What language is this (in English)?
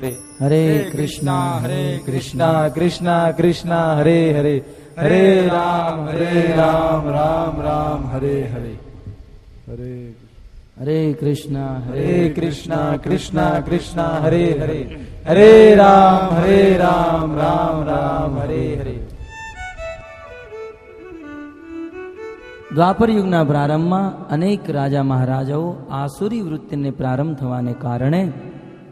Gujarati